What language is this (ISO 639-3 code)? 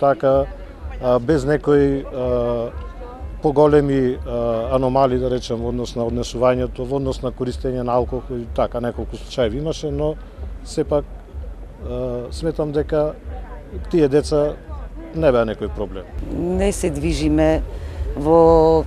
mkd